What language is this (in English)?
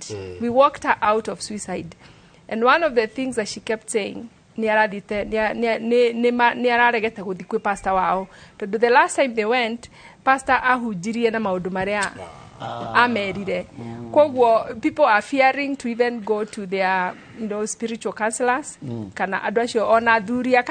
Kikuyu